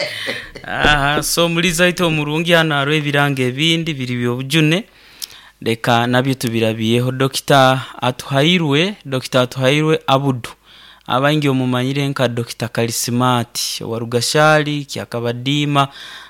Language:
Nyoro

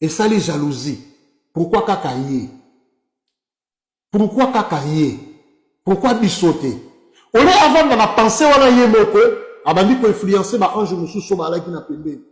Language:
Lingala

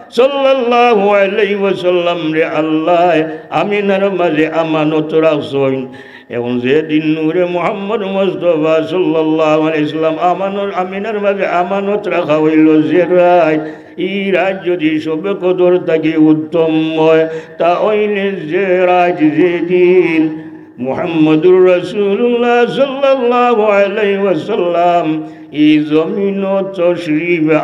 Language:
Sylheti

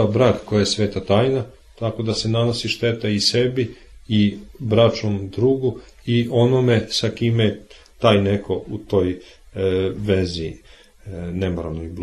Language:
Serbian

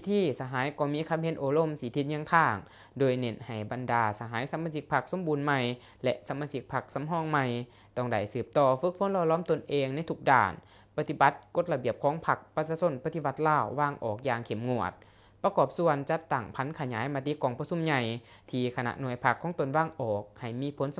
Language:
Lao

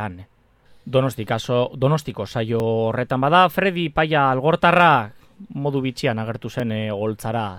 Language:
Basque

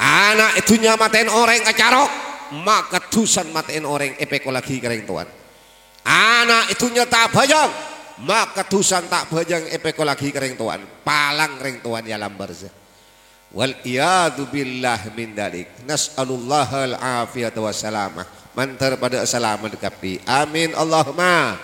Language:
Madurese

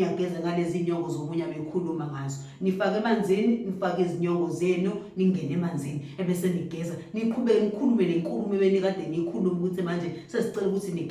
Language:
Zulu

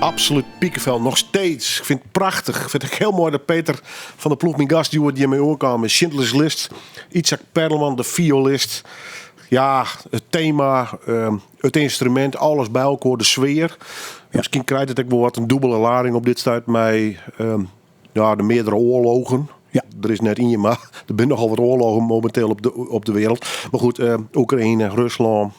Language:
Western Frisian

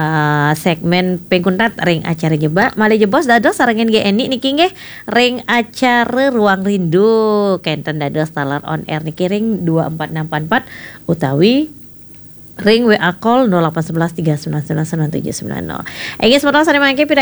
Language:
Balinese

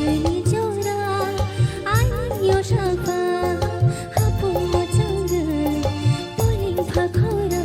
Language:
Kok Borok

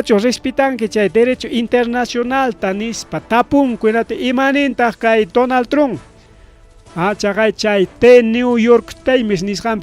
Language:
Ayacucho Quechua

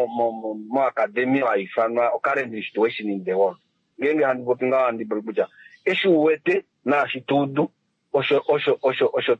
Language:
Kuanyama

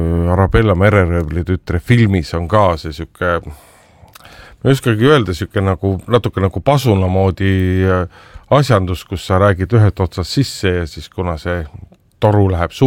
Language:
Estonian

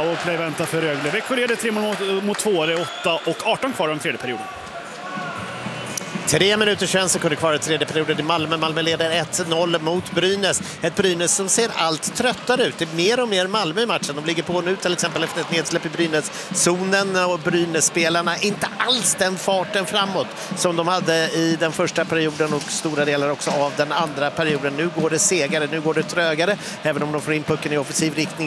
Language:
Swedish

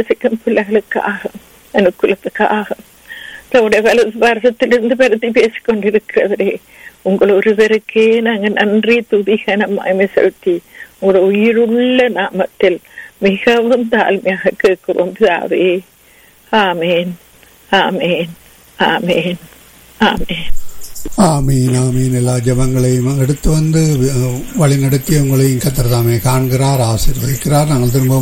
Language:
Tamil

